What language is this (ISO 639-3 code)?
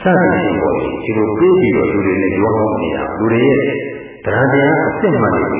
mya